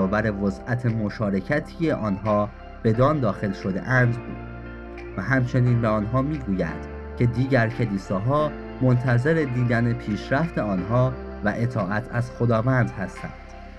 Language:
Persian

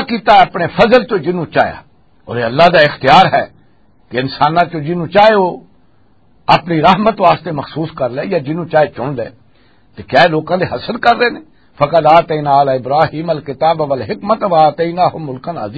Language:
Western Panjabi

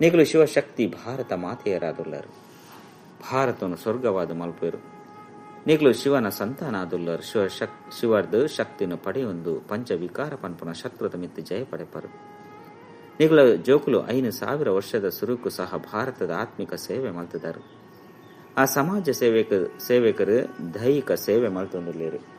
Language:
Tulu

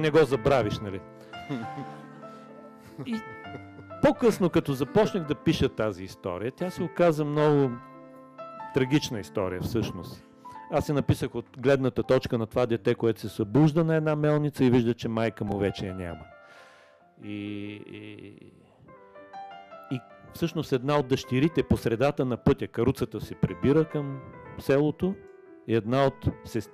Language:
Bulgarian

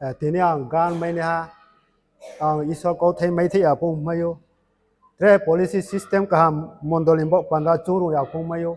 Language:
Riang (India)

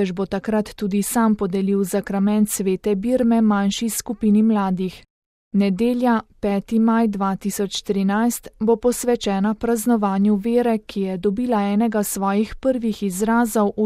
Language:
Slovenian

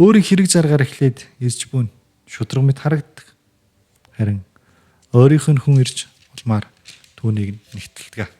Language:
Mongolian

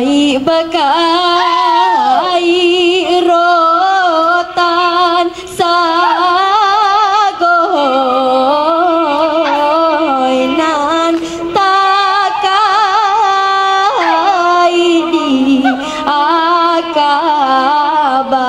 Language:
Minangkabau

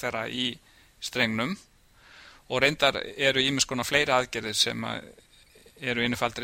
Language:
Icelandic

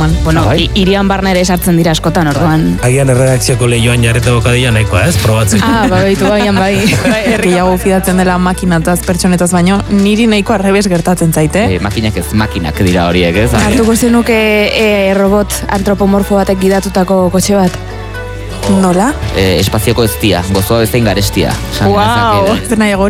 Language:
Basque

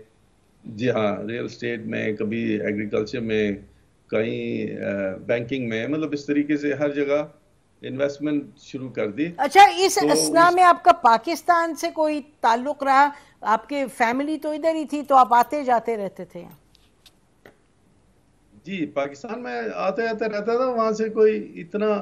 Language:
Urdu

